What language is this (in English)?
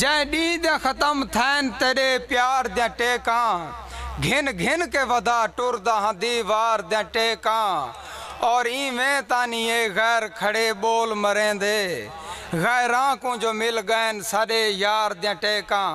Saraiki